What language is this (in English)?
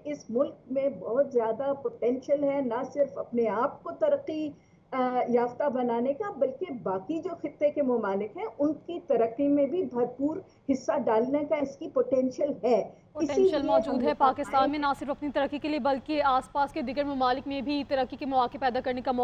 Urdu